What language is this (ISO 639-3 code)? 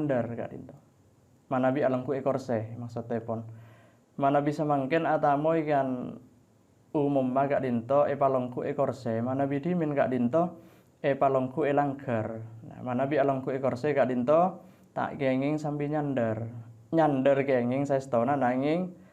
mad